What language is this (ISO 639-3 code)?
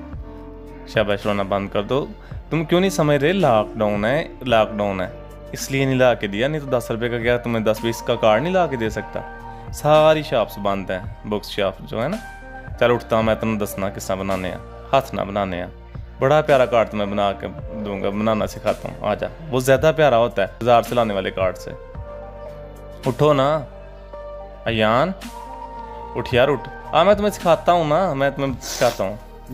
hin